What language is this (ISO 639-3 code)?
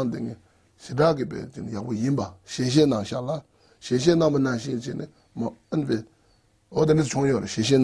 bod